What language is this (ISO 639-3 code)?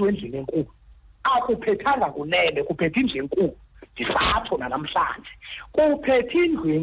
xho